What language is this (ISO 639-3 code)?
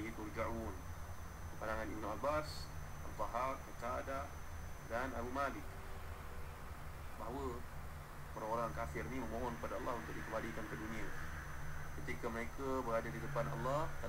msa